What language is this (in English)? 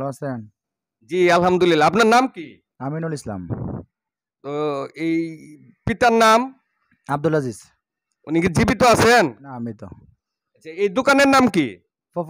Bangla